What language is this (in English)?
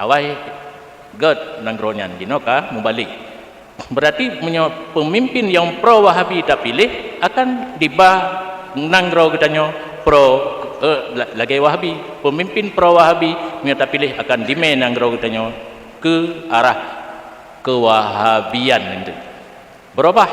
Achinese